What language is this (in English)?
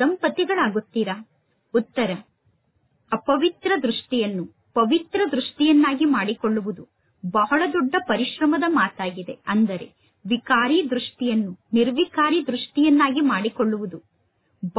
Kannada